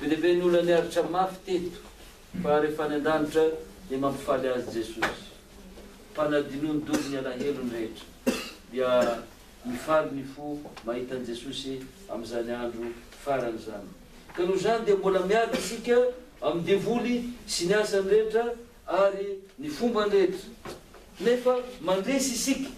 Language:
Malagasy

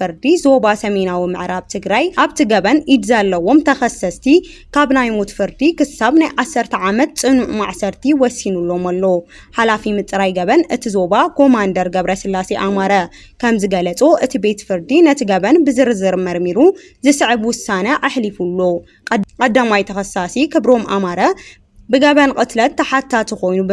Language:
Tigrinya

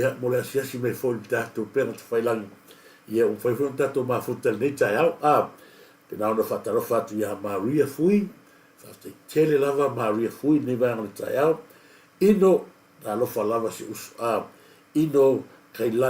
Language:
Samoan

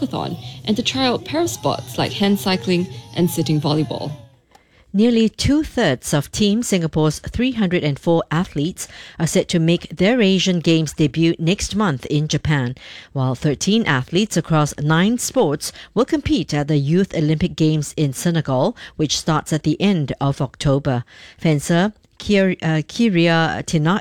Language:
English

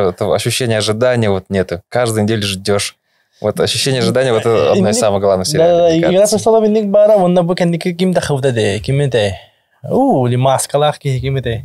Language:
Yakut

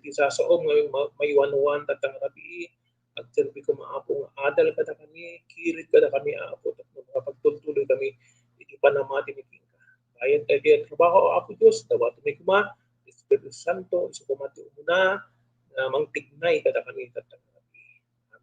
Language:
Iloko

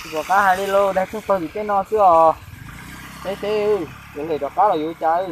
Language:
Hmong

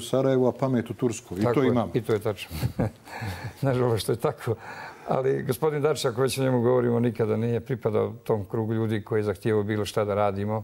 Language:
Bosnian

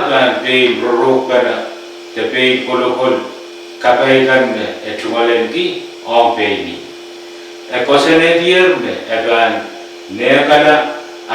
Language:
Pohnpeian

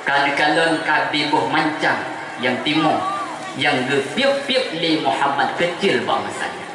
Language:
Achinese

